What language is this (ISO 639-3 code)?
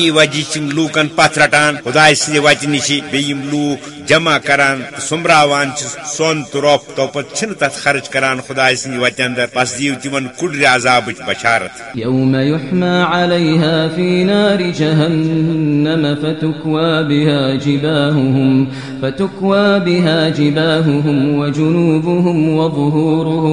kas